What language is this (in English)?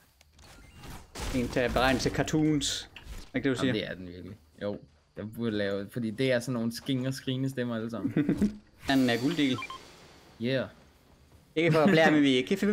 Danish